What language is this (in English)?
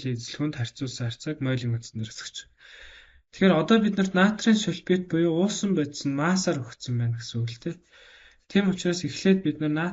Mongolian